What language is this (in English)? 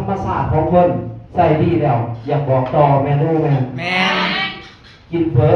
Lao